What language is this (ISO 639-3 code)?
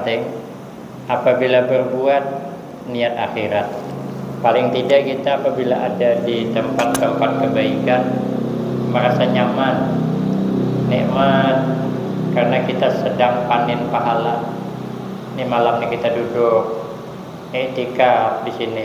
bjn